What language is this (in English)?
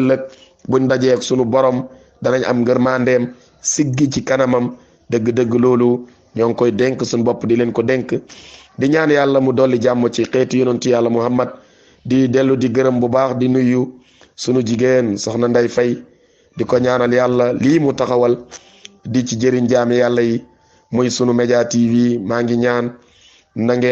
Wolof